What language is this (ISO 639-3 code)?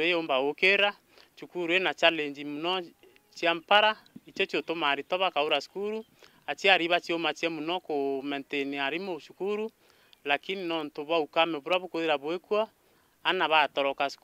mer